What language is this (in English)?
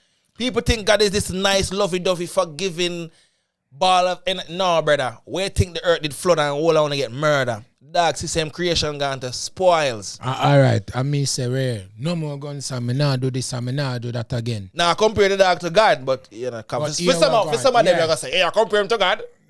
Jamaican Creole English